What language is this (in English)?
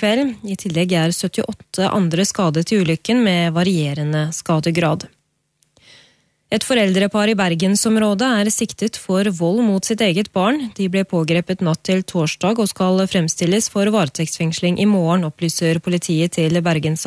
Norwegian